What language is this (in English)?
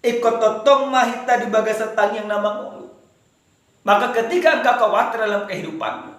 Batak Toba